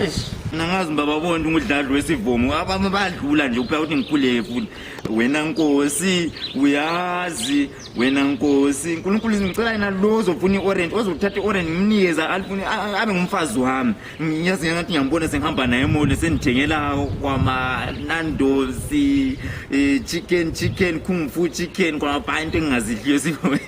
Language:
Zulu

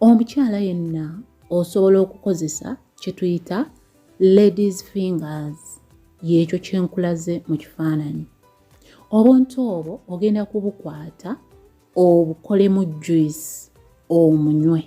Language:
Ganda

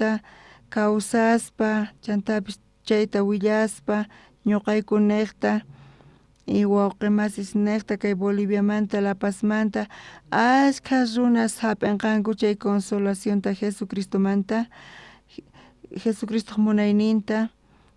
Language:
South Bolivian Quechua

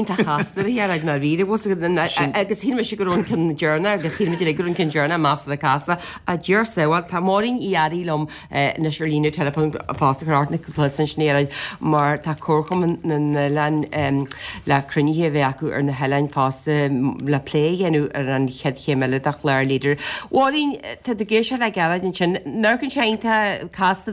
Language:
Irish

